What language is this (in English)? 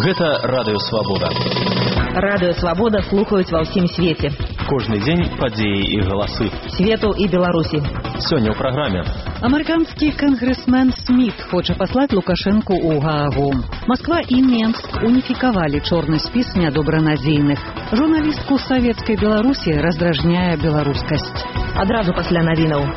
Belarusian